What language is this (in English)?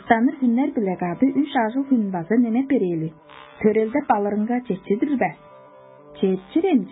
Tuvinian